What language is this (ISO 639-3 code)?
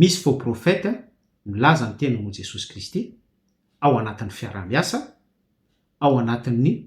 mlg